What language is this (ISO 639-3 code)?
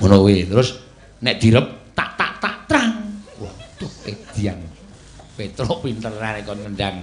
jav